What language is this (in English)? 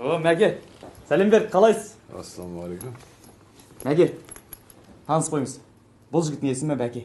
Kazakh